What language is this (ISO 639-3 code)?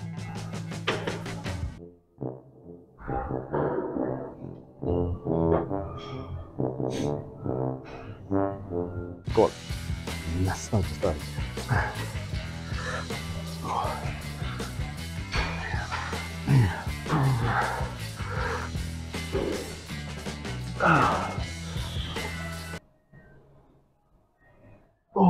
swe